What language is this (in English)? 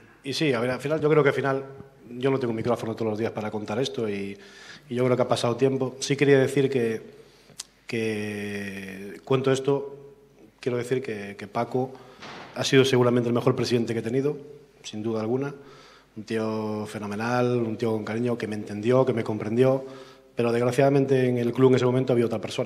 Spanish